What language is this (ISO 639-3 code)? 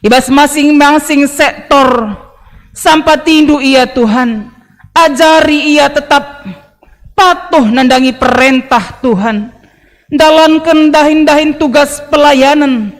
btx